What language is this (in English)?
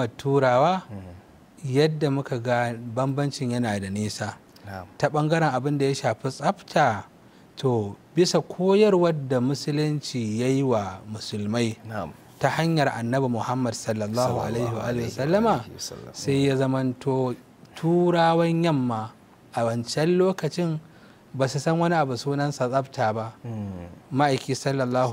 Hausa